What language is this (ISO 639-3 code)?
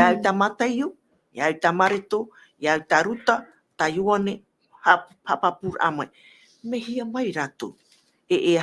tah